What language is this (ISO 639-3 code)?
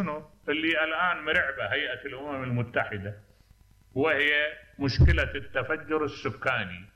acm